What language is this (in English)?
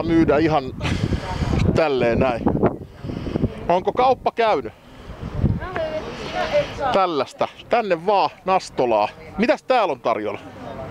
Finnish